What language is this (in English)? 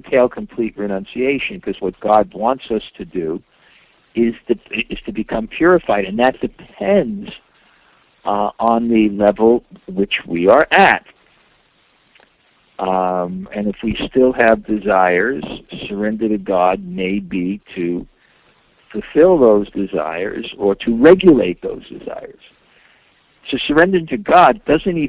English